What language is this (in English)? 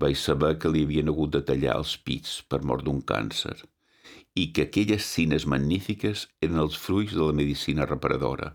Catalan